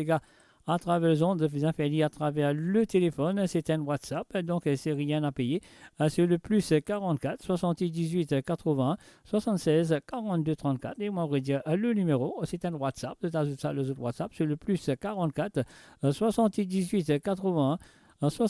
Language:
Morisyen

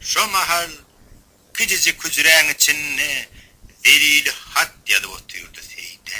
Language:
Turkmen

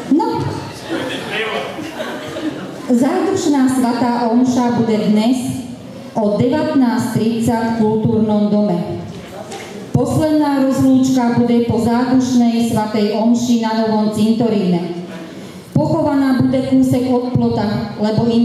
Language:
Slovak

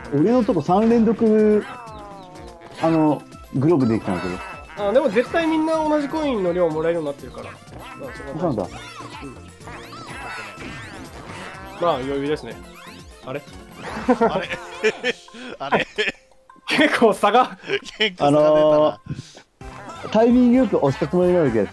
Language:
Japanese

